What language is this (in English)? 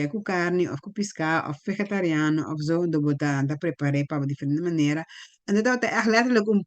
Papiamento